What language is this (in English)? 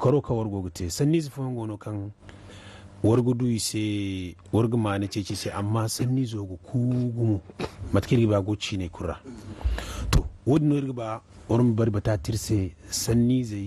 Zarma